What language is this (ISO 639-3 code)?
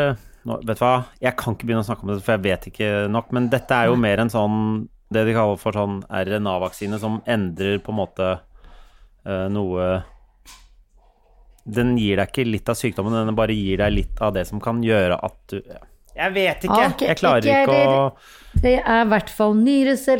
nor